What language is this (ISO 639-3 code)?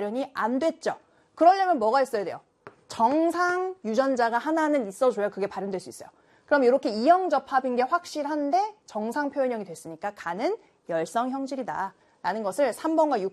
kor